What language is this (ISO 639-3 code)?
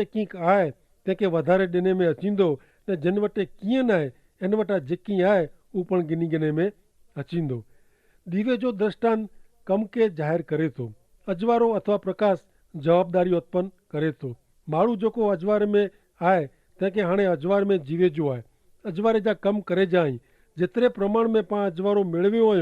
kfr